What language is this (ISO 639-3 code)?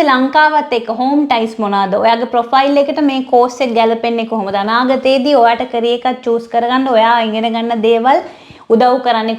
sin